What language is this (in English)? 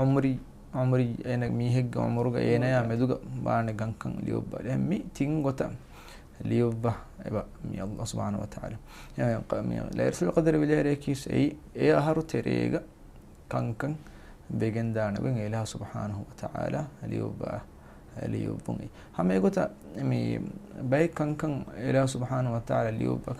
Divehi